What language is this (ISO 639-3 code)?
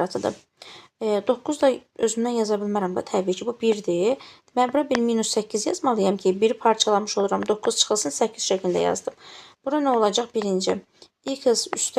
aze